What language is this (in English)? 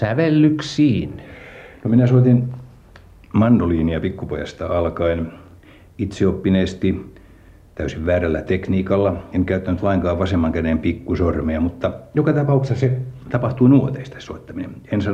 Finnish